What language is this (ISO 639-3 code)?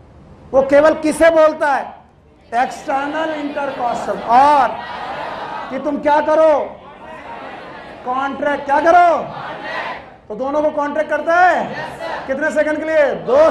hin